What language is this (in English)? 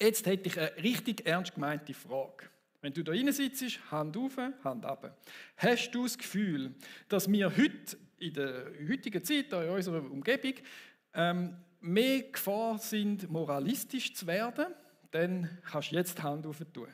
Swiss German